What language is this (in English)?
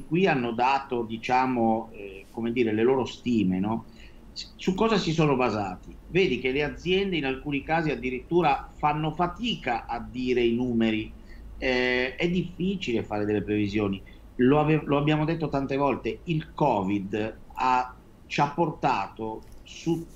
Italian